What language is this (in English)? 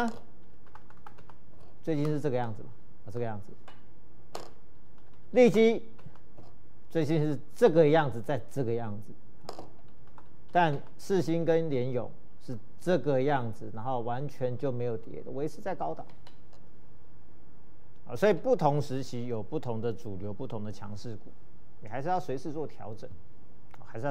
Chinese